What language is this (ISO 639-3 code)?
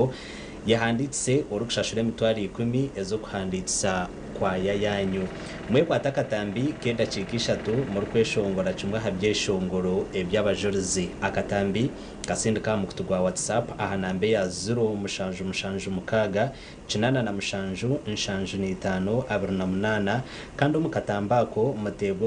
nyn